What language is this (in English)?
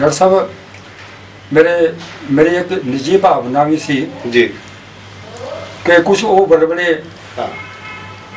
Punjabi